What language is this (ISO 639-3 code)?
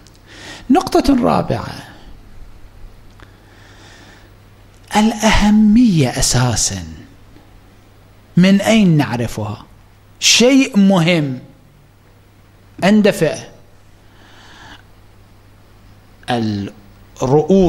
ara